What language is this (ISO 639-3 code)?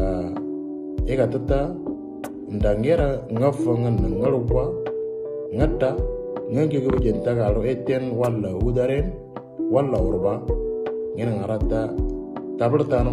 mor